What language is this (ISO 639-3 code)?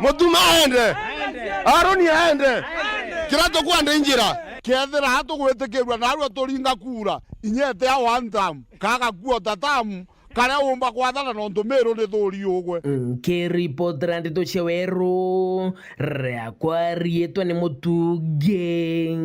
mer